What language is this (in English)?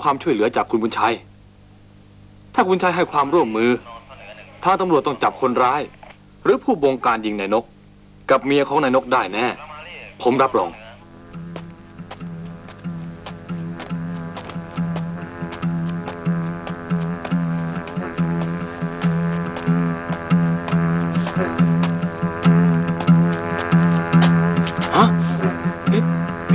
Thai